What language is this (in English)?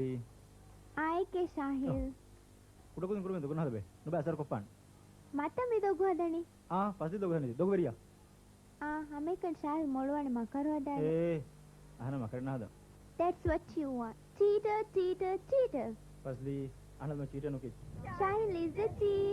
Divehi